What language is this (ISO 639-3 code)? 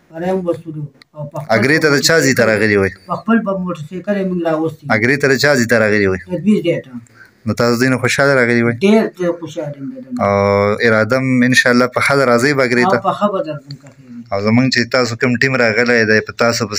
pus